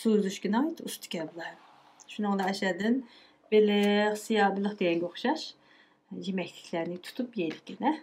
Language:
Uyghur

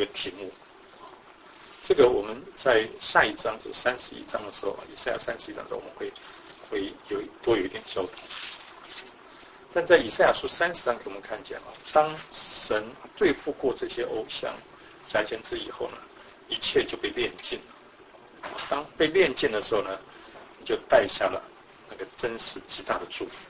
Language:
Chinese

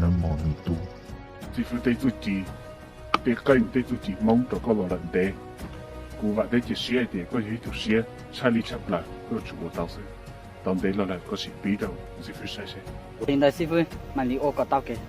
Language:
Hmong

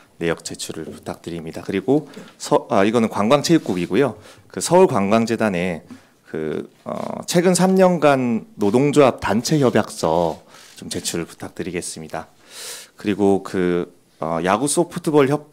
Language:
Korean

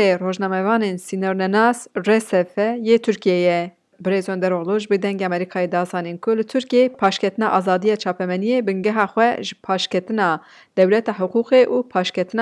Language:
Kurdish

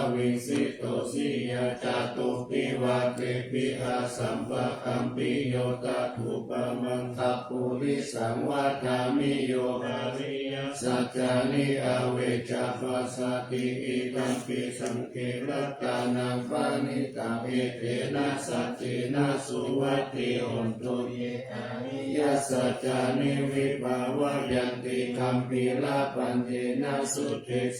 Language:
Pali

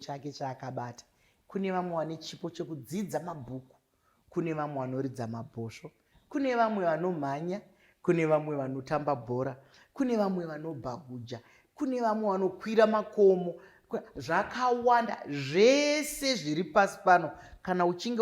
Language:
Shona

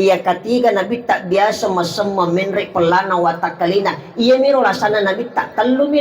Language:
Buginese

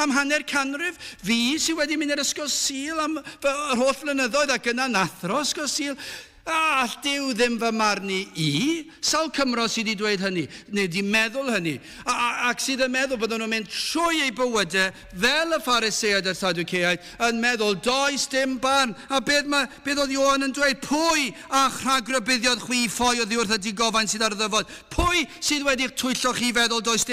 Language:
Welsh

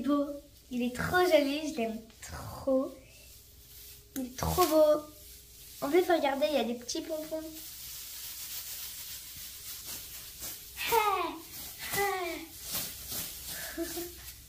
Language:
French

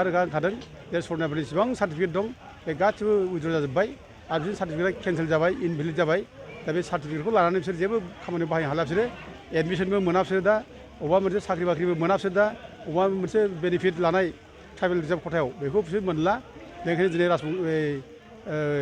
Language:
Bodo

